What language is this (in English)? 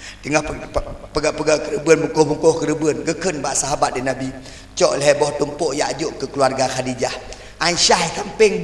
Achinese